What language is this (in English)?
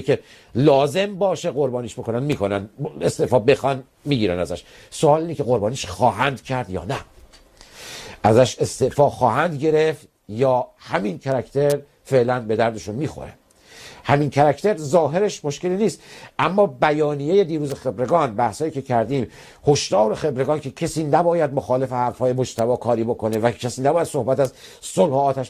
Persian